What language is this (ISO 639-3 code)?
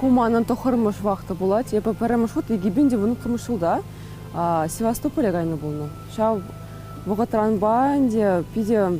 chv